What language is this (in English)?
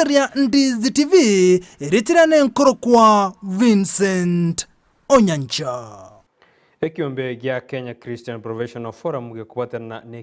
Gusii